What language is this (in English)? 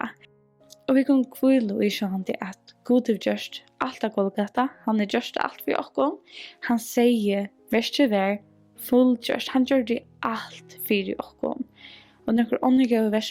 Faroese